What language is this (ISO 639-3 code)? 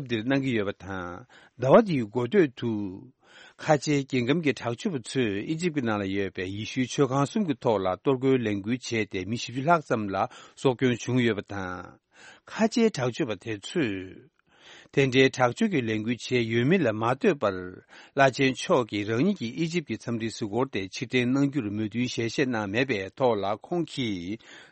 bod